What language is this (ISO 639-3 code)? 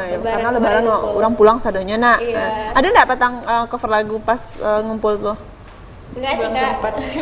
min